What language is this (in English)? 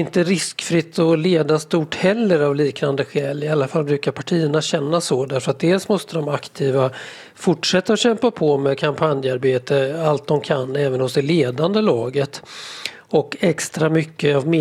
Swedish